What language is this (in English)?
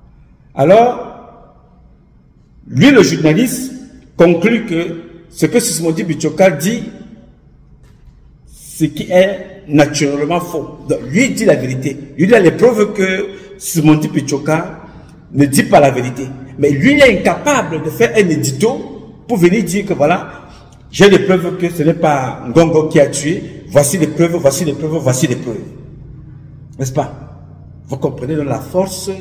French